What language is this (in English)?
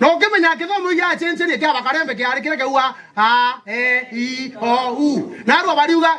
Meru